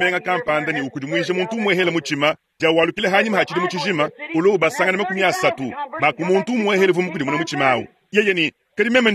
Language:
Luba-Lulua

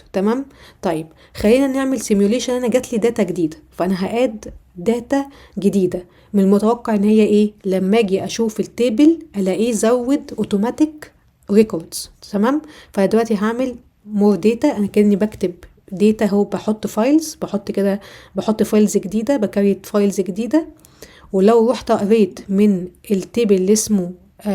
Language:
Egyptian Arabic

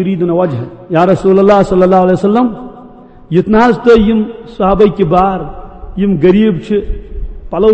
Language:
Kashmiri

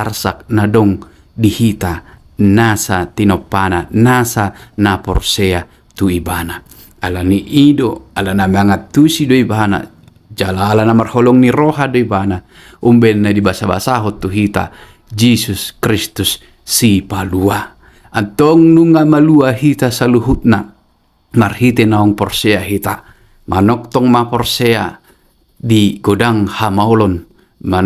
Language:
Batak Toba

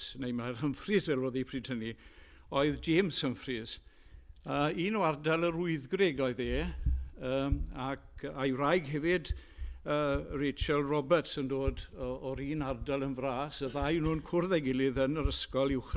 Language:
Welsh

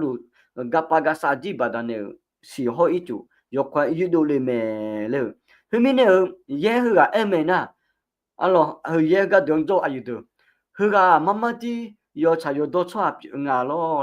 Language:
Akha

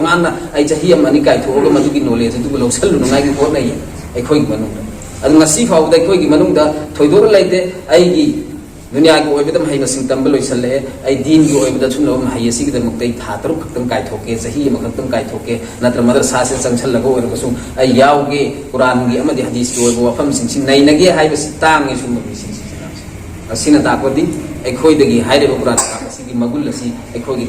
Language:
Manipuri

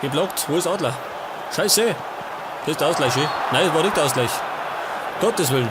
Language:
Bavarian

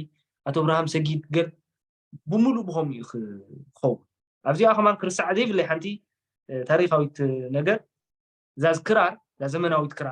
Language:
Tigrinya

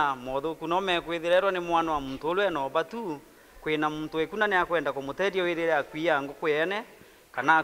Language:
Meru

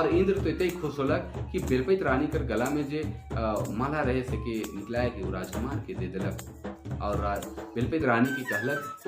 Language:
Sadri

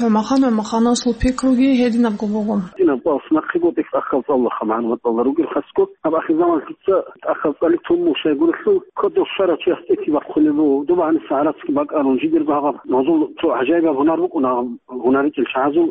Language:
Avaric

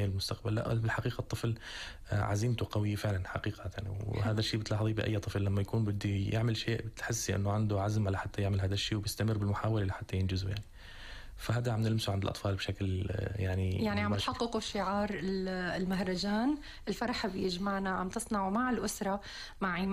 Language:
North Levantine Arabic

